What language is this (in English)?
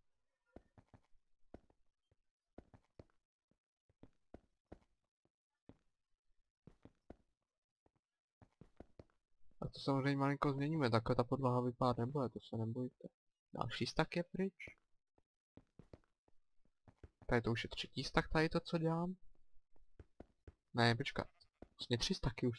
Czech